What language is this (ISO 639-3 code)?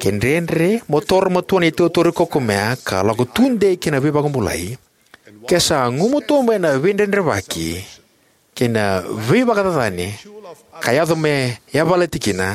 fij